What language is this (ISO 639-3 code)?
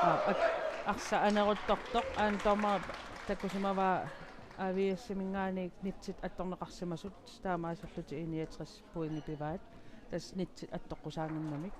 kal